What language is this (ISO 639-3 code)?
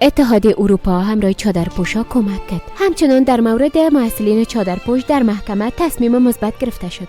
fas